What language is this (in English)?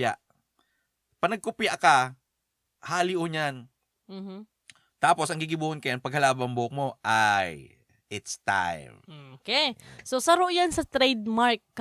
Bikol